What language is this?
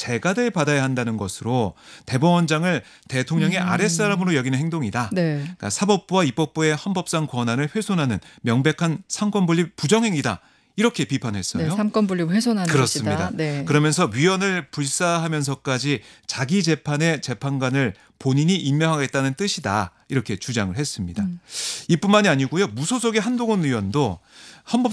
Korean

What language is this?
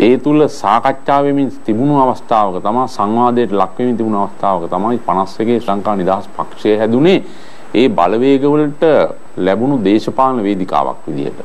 Sinhala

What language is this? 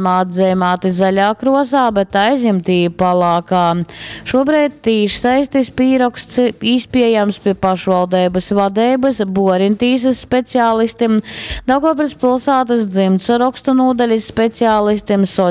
Latgalian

